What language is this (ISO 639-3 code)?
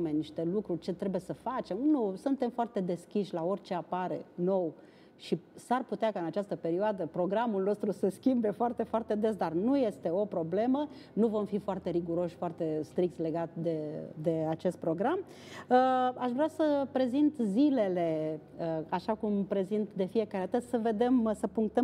ron